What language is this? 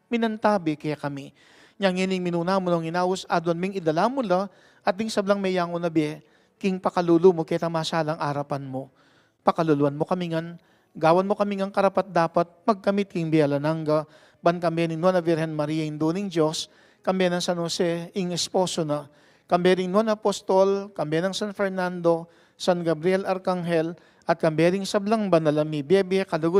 Pampanga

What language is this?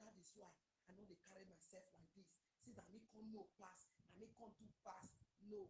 Nigerian Pidgin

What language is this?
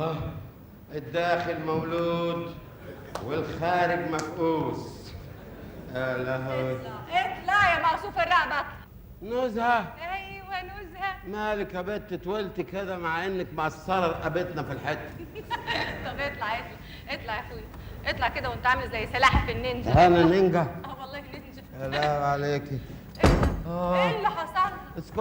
Egyptian Arabic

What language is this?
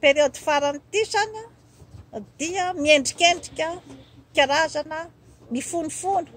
Malagasy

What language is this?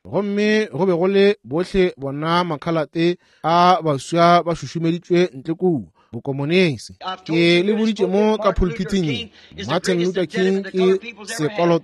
Northern Sotho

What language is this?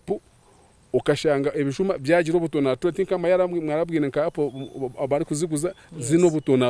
Nyankole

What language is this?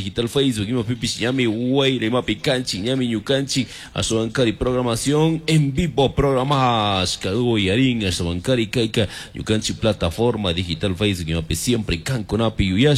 Chimborazo Highland Quichua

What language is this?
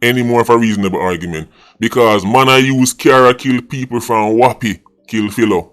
Jamaican Creole English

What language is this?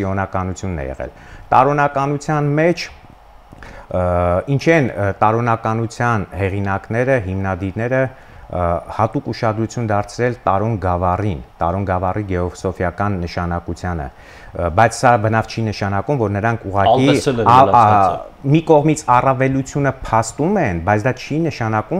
Armenian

